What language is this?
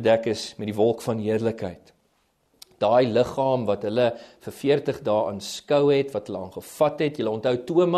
Afrikaans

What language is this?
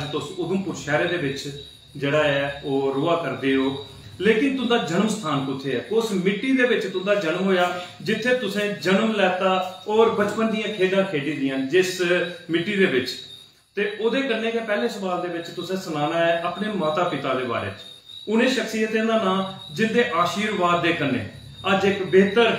Dogri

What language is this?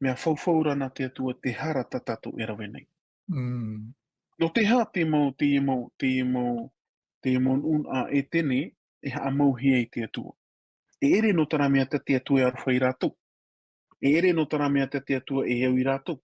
Tahitian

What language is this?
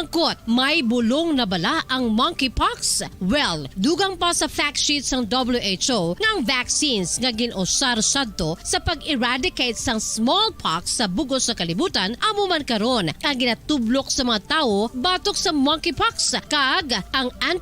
Hiligaynon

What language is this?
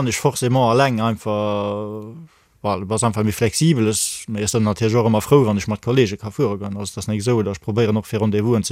Luxembourgish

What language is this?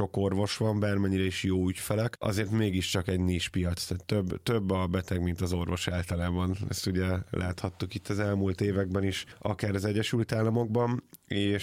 Hungarian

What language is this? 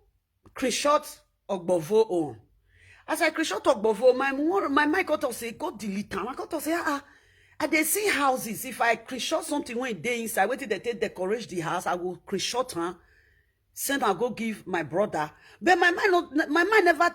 Nigerian Pidgin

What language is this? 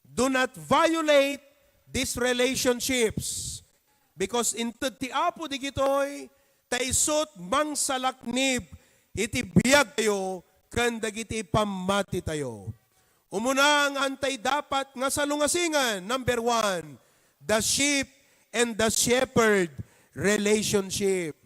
Iloko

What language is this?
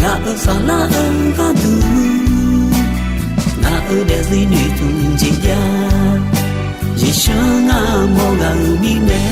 Akha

